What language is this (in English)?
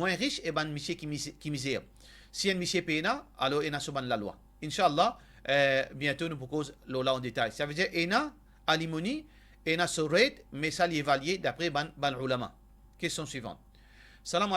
Morisyen